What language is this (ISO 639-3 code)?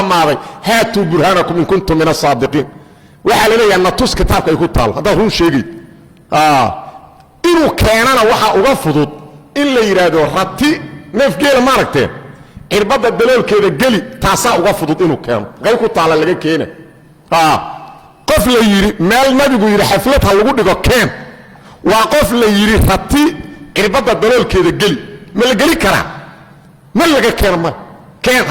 som